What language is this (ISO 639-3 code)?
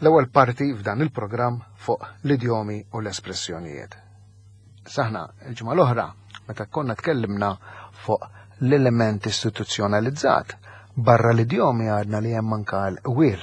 mlt